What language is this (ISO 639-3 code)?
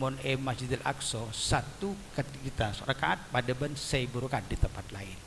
mad